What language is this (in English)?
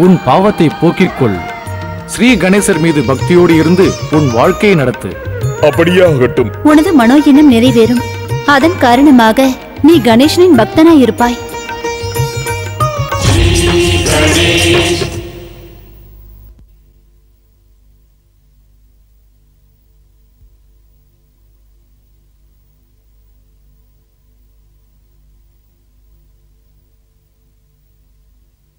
Tamil